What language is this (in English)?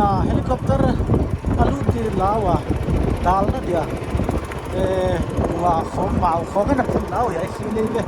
Paite Chin